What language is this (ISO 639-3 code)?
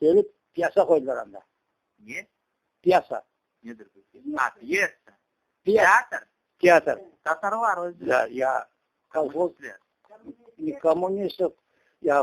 crh